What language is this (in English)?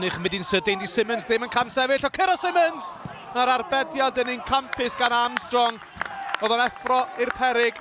Welsh